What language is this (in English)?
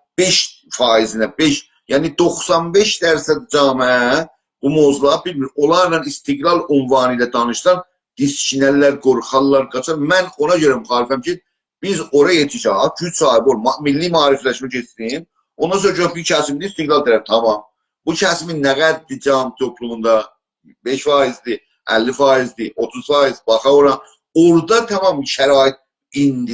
South Azerbaijani